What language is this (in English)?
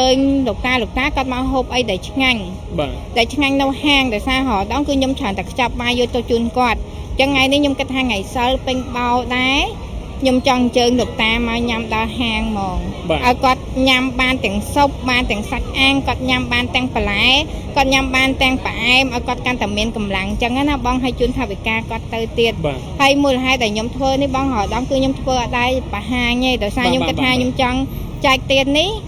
Khmer